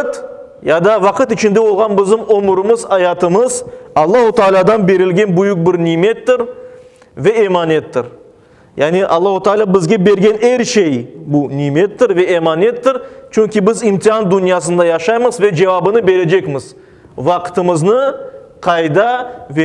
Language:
Crimean Tatar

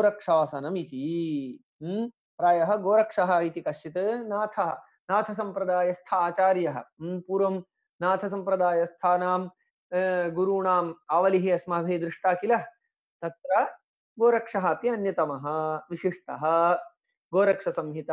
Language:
Sanskrit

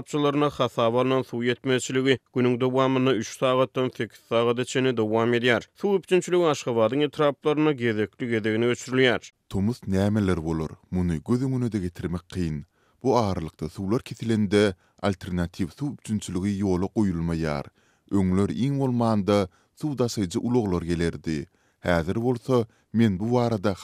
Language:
Turkmen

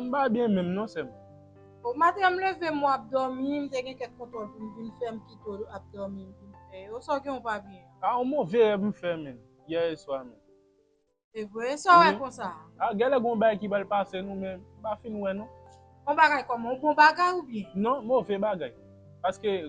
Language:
Haitian Creole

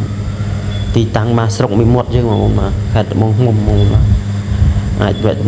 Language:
Khmer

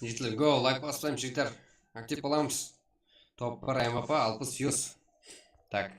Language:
Kara-Kalpak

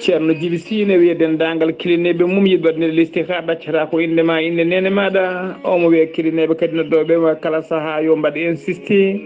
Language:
Fula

